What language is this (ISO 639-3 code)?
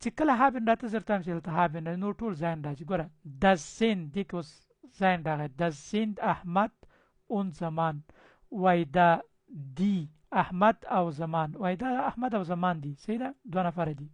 pus